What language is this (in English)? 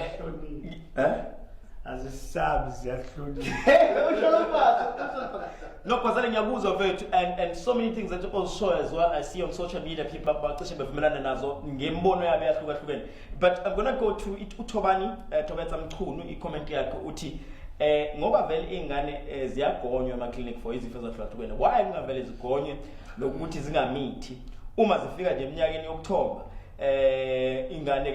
Zulu